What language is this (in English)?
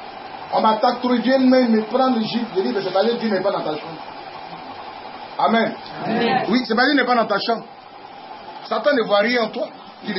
French